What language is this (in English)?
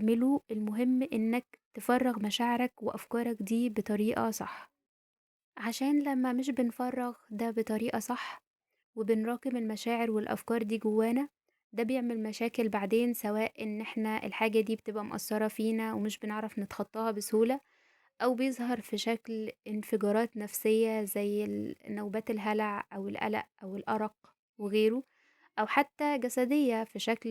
Egyptian Arabic